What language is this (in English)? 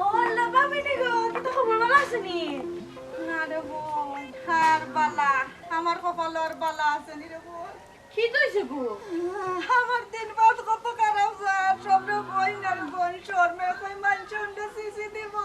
Sylheti